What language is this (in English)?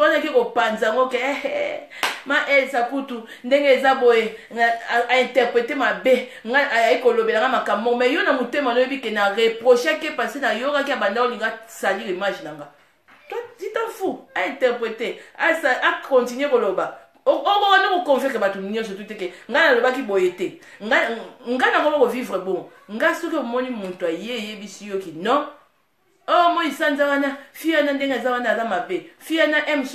Lingala